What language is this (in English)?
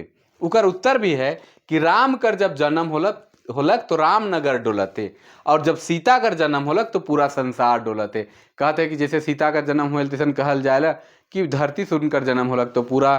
Sadri